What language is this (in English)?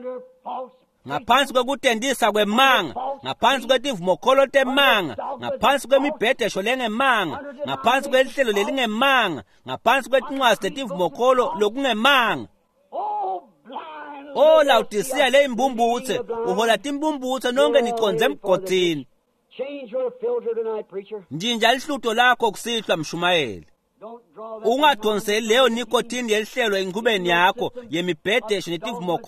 Swati